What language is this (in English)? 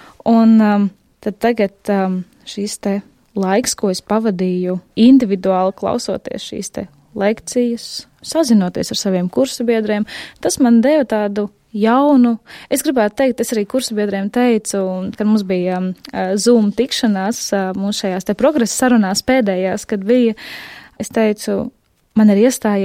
Latvian